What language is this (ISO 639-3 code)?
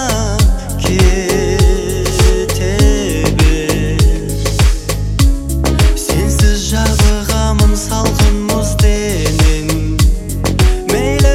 kaz